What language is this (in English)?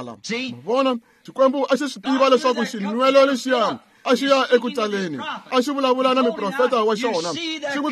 Tsonga